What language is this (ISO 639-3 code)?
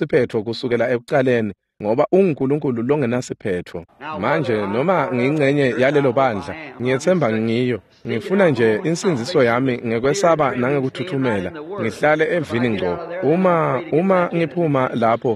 ssw